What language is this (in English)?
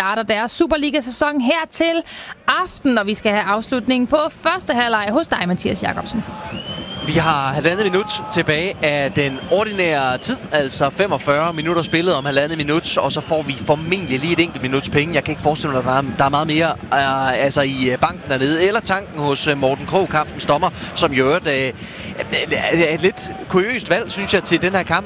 Danish